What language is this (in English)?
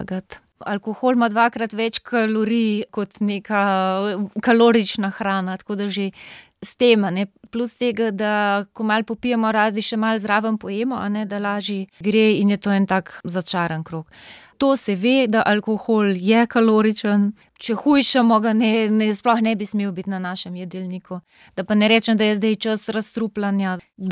Slovenian